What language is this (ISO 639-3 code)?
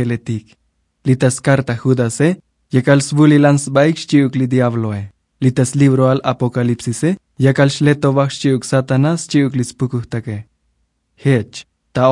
tzo